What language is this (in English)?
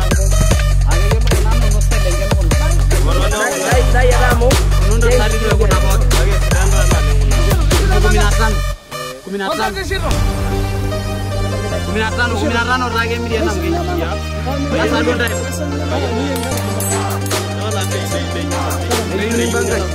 Swahili